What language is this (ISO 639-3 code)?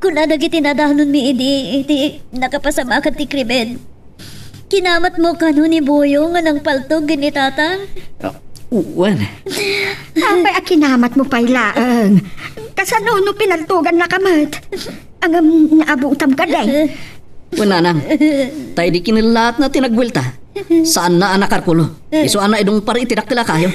ilo